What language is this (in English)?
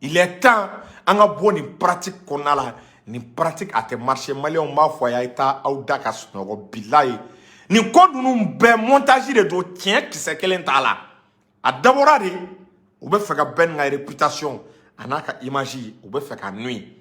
Bambara